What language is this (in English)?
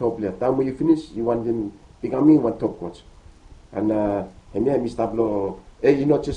Bislama